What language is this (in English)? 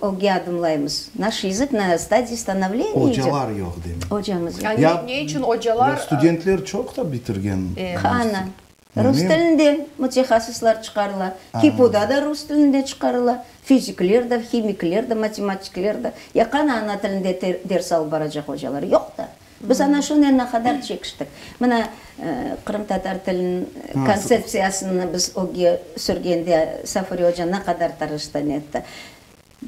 Crimean Tatar